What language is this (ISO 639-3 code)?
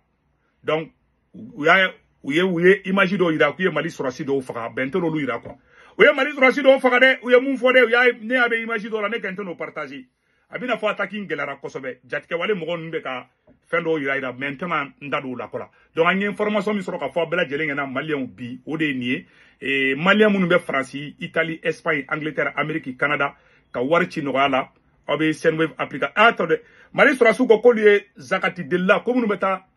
bam